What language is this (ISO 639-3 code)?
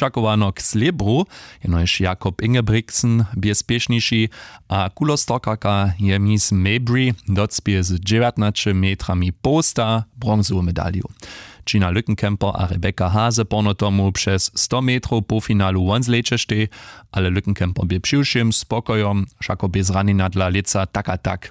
hsb